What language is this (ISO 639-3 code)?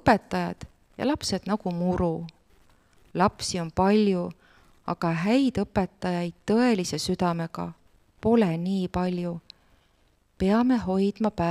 est